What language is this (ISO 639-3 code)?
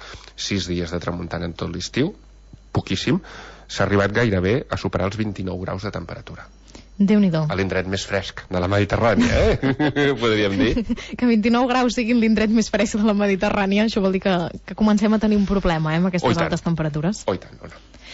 cat